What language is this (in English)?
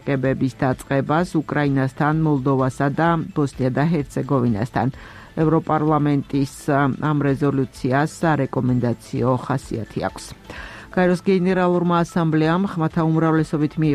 Georgian